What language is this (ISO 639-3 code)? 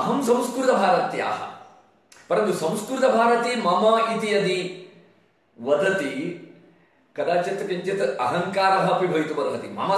san